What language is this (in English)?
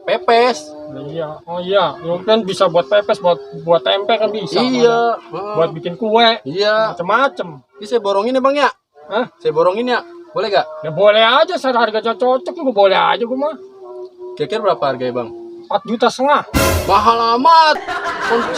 Betawi